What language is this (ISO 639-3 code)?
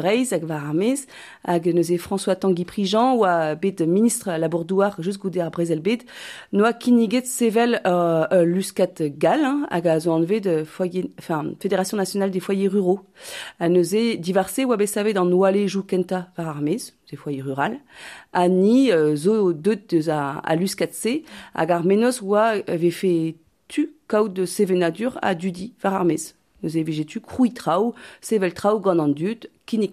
bre